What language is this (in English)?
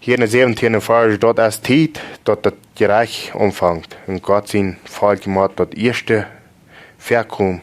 Plautdietsch